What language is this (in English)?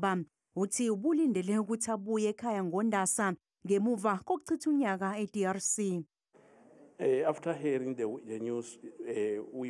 Zulu